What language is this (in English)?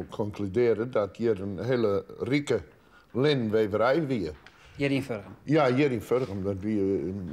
Western Frisian